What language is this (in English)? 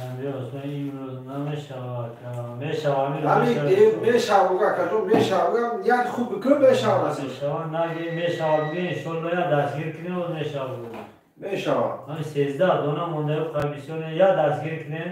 Tajik